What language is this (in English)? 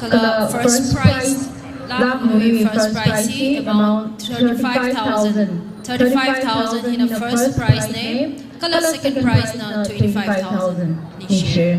Tangkhul Naga (India)